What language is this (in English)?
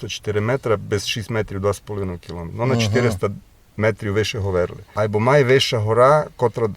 Rusyn